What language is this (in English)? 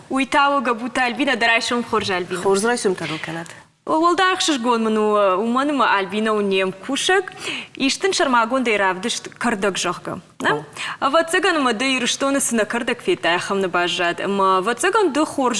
Ossetic